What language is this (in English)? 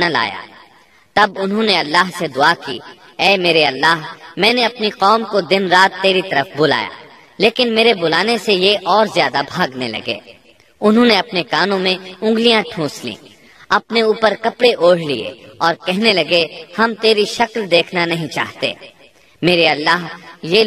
Urdu